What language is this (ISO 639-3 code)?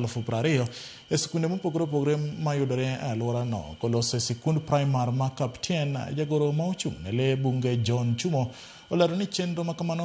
luo